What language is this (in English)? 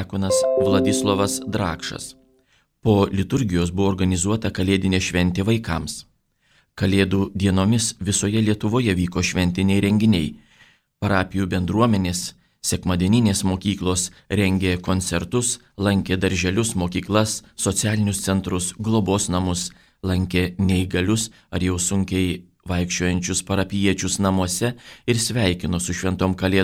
Lithuanian